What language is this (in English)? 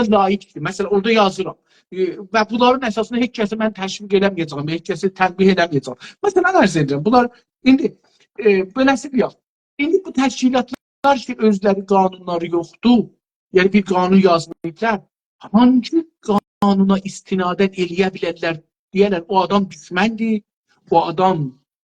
South Azerbaijani